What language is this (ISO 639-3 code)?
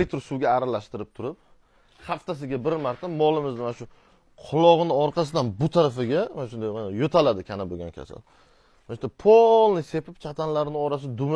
uzb